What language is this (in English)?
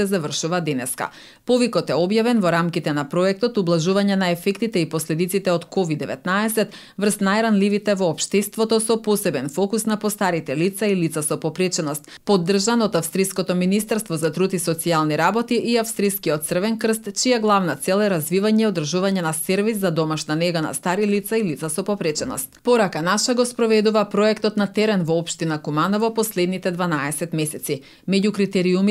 Macedonian